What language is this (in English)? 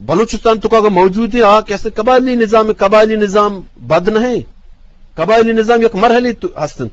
Eastern Balochi